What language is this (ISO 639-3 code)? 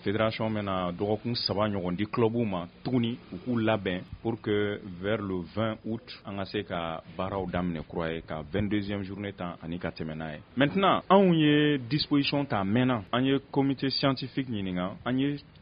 bam